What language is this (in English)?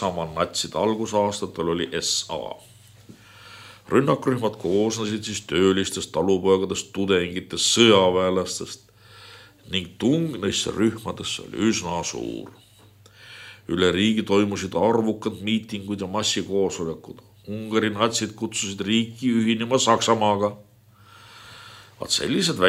Estonian